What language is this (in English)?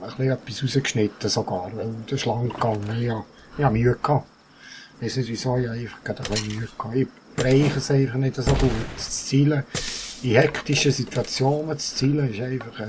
Swiss German